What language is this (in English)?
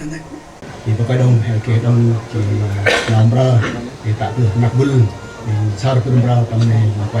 Central Mnong